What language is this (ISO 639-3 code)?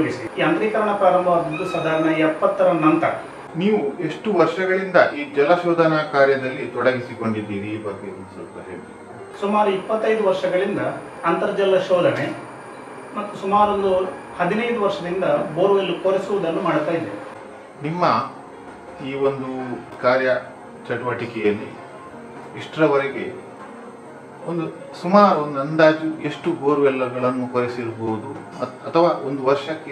kan